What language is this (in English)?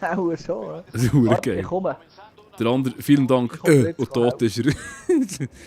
Swiss German